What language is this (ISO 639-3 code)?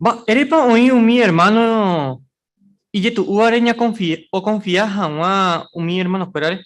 grn